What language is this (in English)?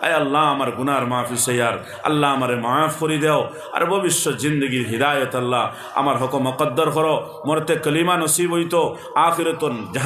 Sylheti